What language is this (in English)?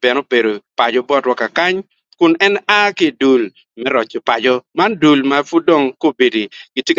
Acoli